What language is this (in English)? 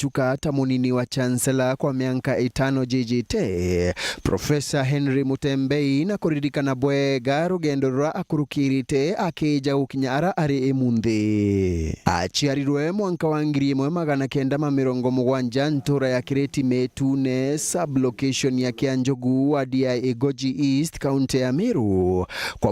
Meru